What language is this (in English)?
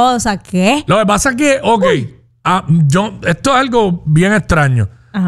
Spanish